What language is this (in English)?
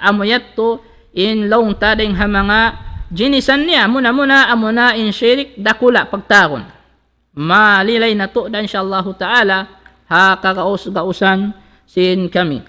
Tausug